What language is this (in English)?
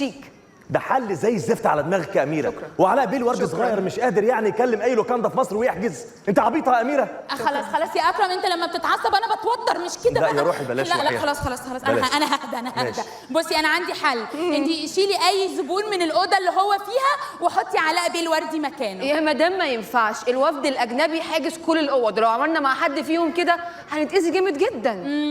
Egyptian Arabic